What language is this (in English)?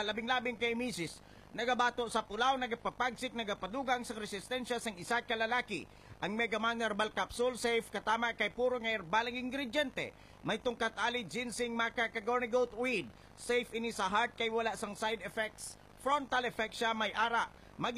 Hiligaynon